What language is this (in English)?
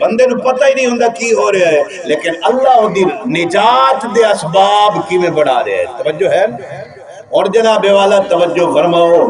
Saraiki